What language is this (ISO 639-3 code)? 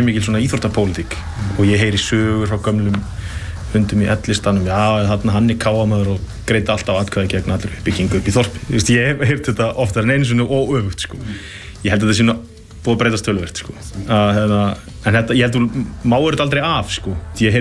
isl